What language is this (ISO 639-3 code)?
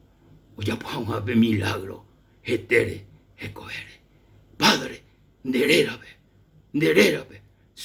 grn